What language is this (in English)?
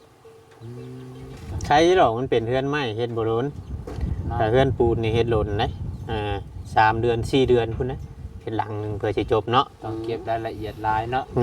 Lao